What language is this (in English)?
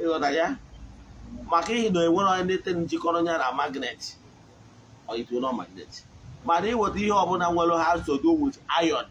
Igbo